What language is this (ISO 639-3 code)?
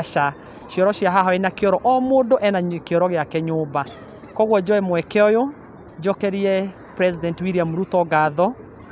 kik